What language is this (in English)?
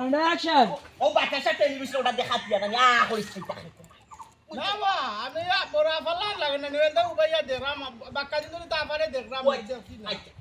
Sylheti